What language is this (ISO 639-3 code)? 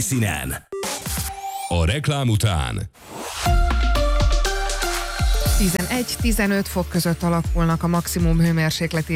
hun